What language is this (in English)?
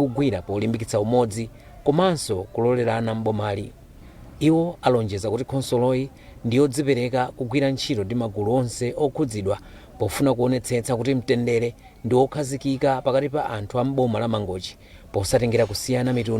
Nyanja